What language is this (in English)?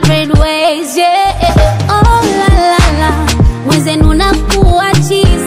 Swahili